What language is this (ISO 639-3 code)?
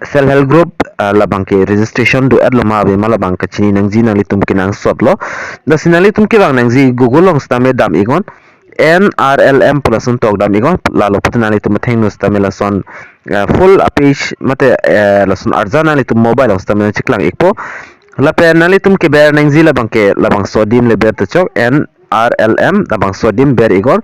mjw